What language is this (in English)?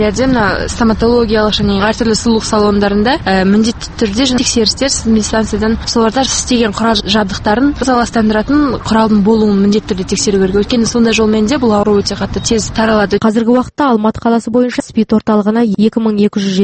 Kazakh